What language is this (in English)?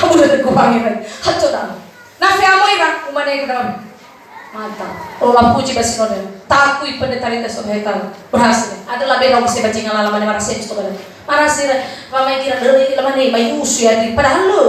Nias